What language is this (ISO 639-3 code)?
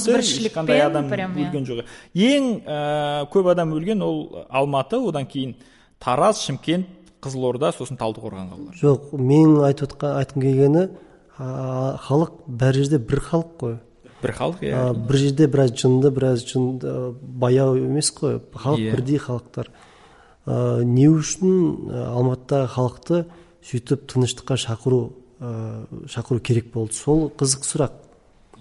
kaz